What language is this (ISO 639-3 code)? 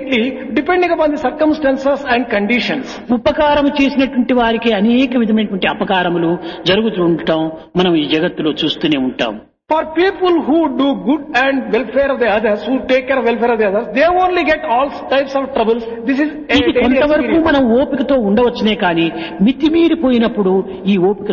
tel